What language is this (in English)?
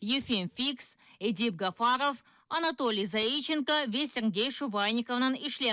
Crimean Tatar